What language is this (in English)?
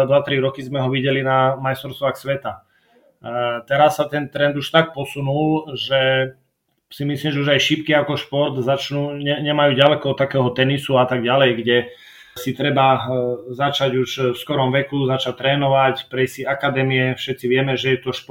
Slovak